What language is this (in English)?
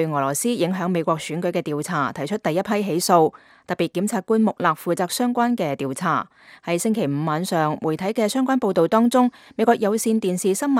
Cantonese